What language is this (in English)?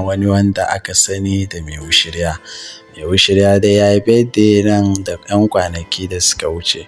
Hausa